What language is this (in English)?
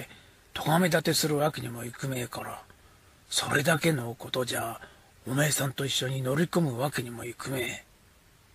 Japanese